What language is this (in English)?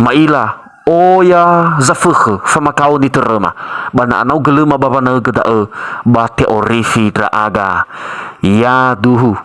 Nias